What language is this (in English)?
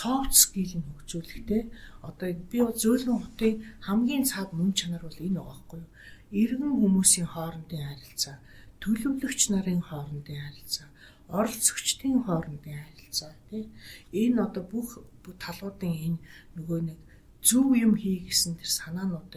Mongolian